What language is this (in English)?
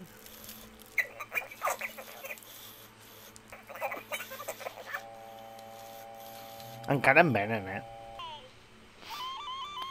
Catalan